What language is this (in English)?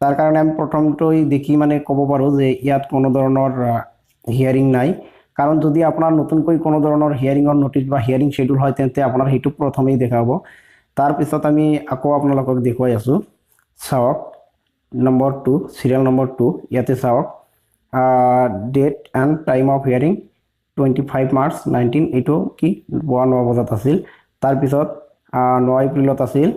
Assamese